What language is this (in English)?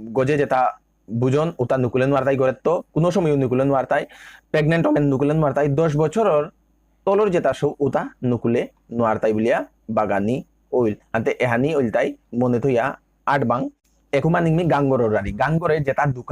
Bishnupriya